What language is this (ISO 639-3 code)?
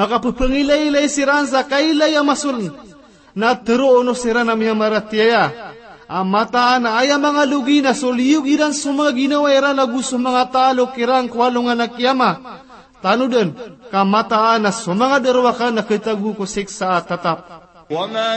mrw